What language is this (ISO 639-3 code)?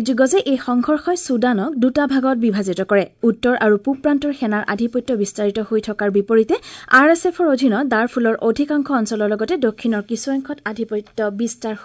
asm